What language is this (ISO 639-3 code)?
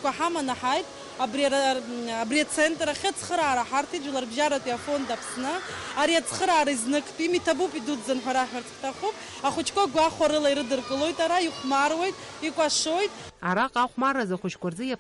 abk